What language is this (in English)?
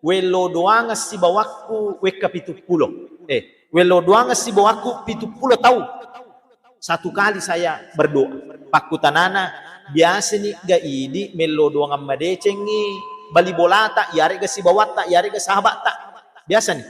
Buginese